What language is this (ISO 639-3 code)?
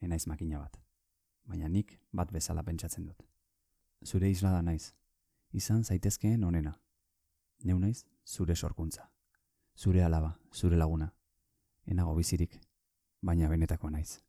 eus